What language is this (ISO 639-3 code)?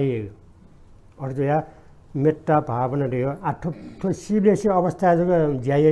new